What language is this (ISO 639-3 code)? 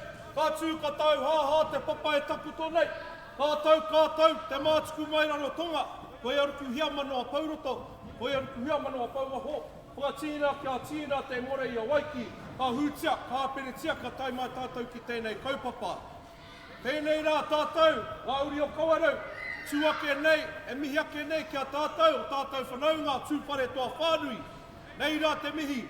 mri